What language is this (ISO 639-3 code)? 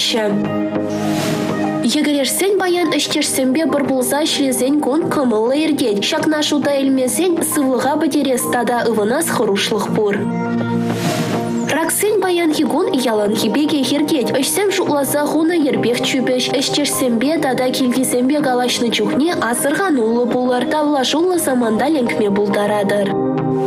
chv